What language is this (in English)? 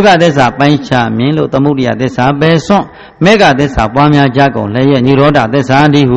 Burmese